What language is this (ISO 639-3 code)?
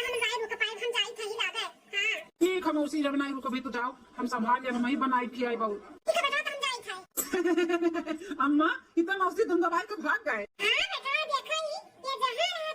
awa